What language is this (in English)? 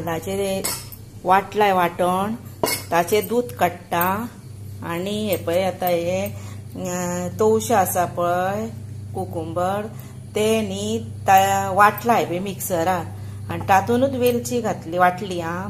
Konkani